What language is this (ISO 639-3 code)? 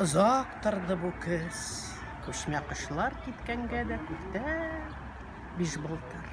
tat